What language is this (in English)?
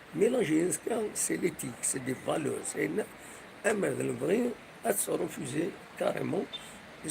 Kabyle